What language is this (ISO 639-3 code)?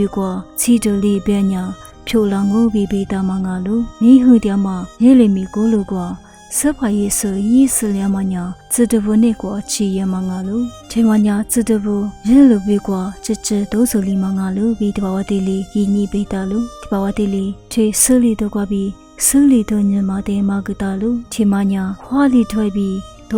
lis